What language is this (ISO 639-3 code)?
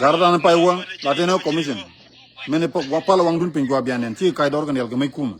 nus